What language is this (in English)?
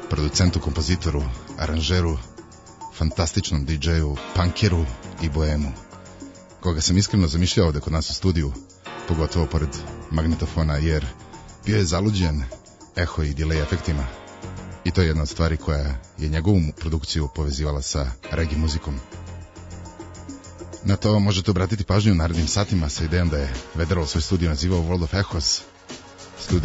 Serbian